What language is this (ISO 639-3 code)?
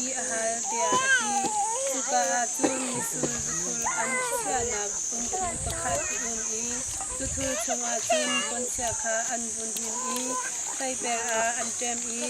cnh